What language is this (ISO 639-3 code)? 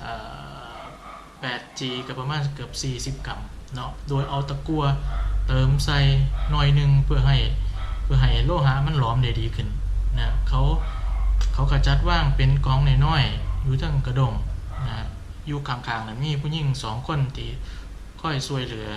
lao